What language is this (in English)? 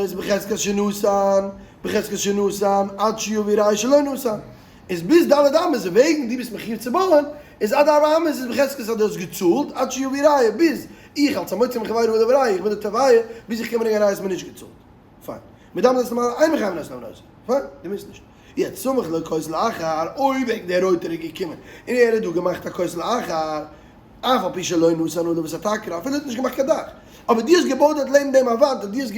Yiddish